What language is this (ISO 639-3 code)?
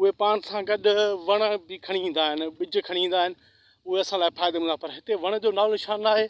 snd